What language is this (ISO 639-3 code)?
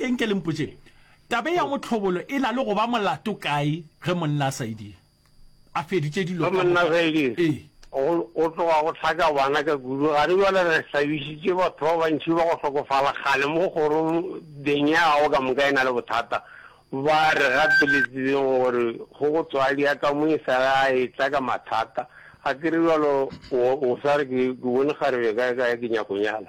nso